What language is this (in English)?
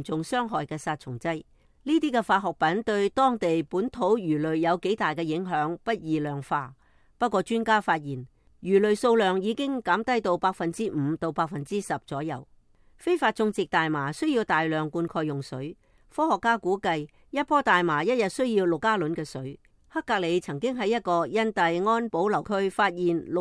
Cantonese